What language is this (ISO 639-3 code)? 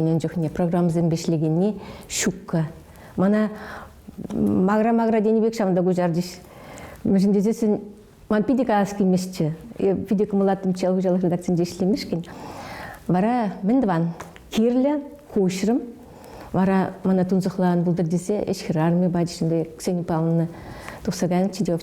chv